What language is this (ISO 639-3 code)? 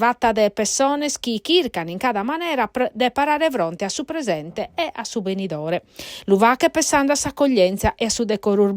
srd